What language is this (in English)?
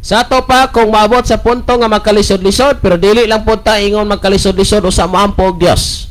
Cebuano